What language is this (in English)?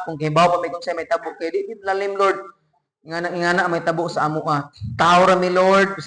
Cebuano